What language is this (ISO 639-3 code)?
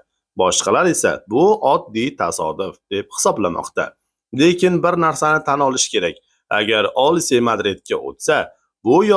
uzb